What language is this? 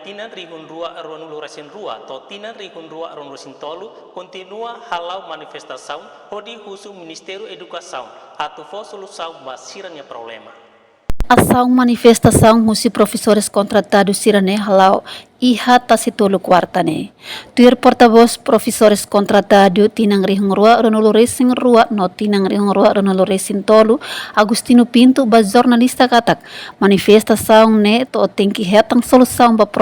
Tetum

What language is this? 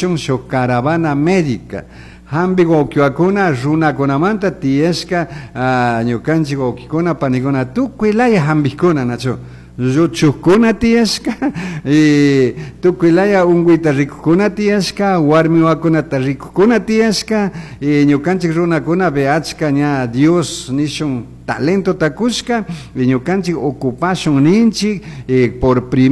Chimborazo Highland Quichua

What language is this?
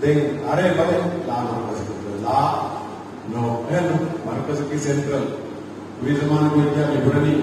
Divehi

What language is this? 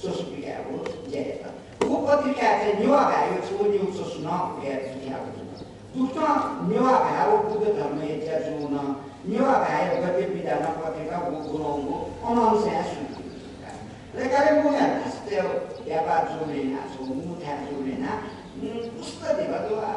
Newari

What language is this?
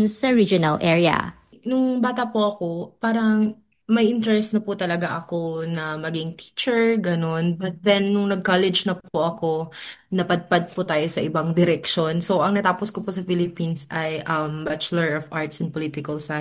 Filipino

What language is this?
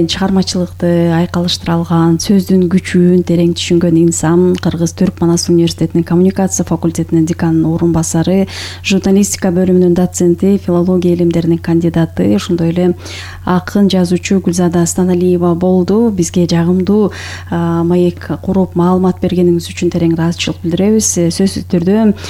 Kyrgyz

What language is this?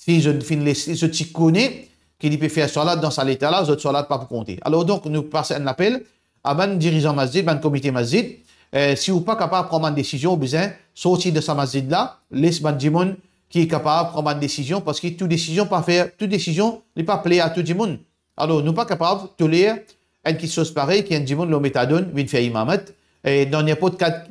Morisyen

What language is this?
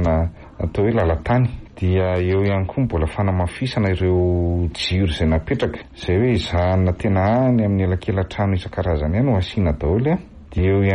Malagasy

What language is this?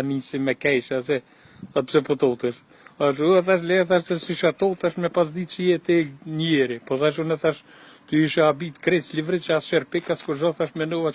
Albanian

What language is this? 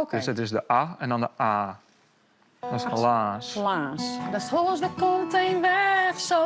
Western Frisian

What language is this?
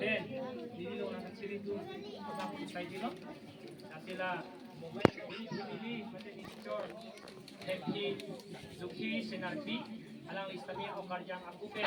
Karbi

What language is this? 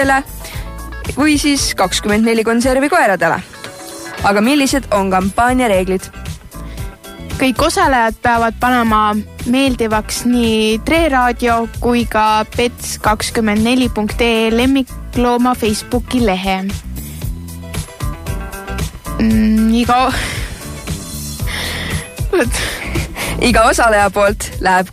Estonian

